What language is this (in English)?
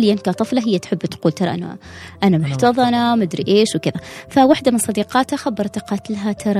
Gulf Arabic